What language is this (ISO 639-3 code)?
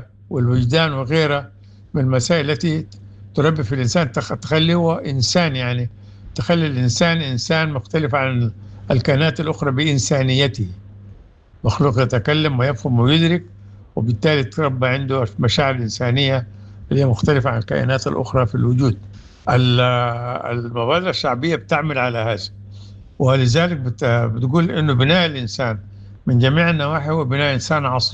apd